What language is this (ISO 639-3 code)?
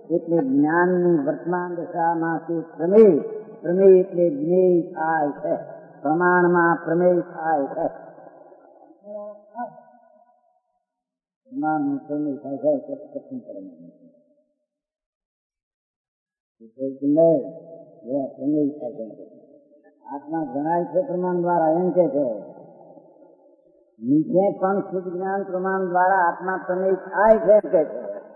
guj